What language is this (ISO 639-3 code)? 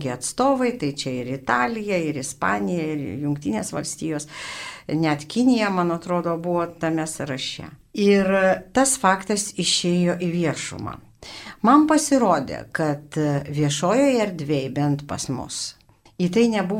lit